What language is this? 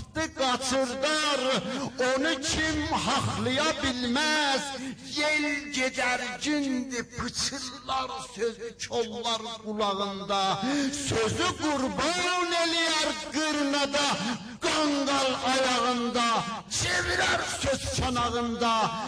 South Azerbaijani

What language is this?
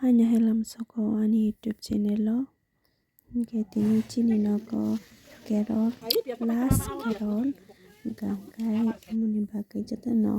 Kok Borok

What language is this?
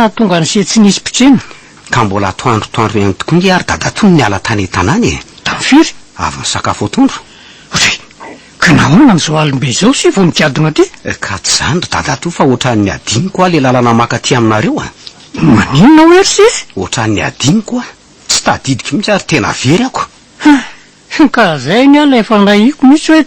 Malagasy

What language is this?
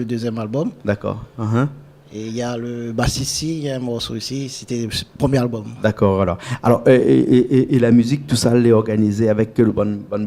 Réunion Creole French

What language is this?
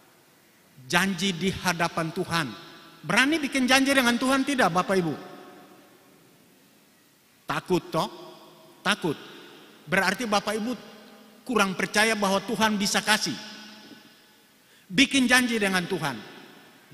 Indonesian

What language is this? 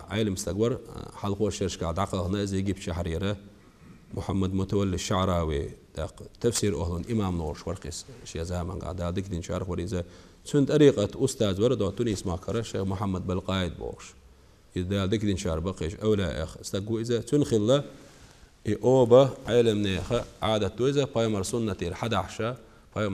Chechen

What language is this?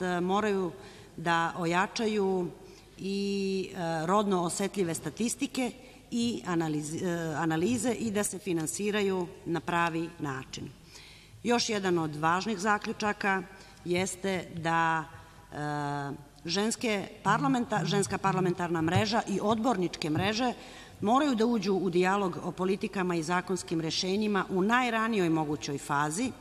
Serbian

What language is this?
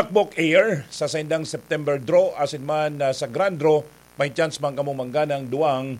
Bikol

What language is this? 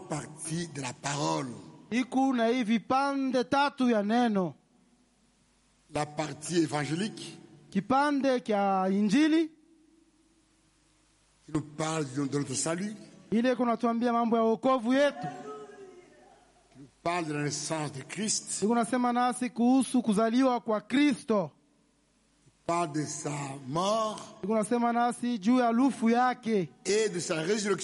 Swahili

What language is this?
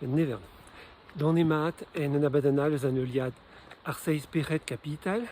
Breton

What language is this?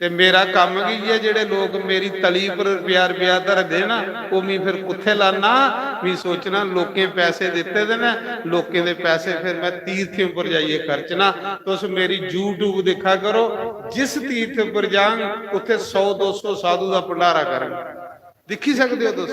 Dogri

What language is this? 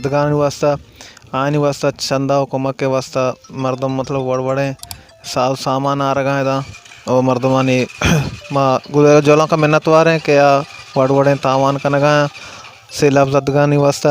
Baluchi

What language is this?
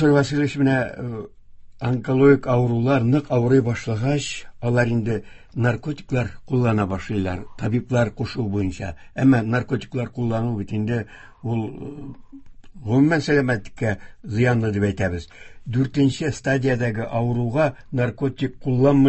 Tatar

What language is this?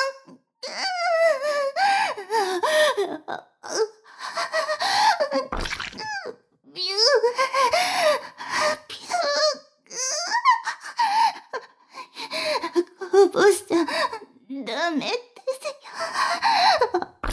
Japanese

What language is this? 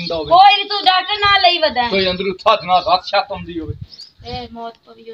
Punjabi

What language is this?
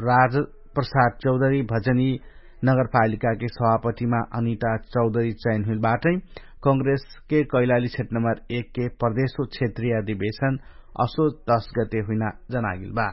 Dangaura Tharu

